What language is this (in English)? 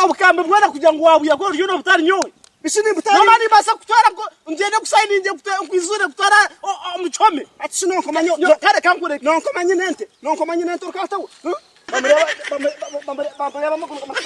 Nyankole